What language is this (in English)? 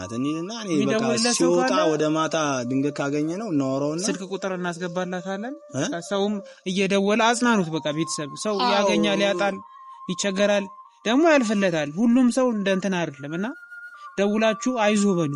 Amharic